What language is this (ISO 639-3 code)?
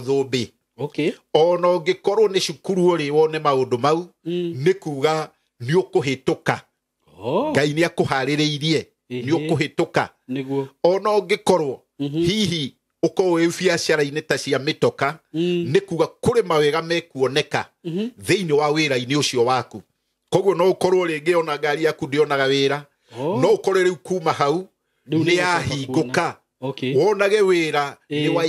kik